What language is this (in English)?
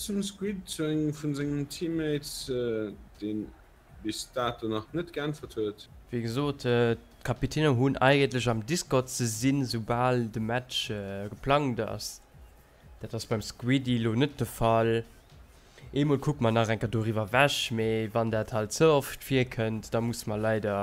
Luxembourgish